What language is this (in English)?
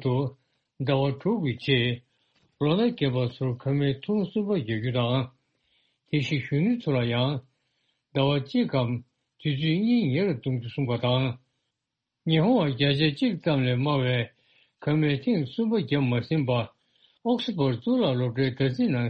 Tibetan